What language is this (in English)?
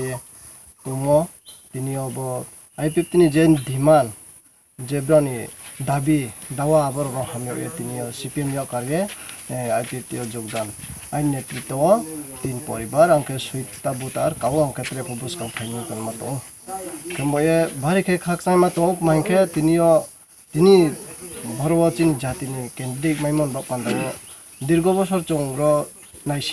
Kok Borok